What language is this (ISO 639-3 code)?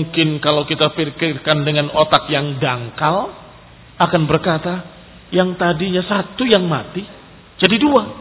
ind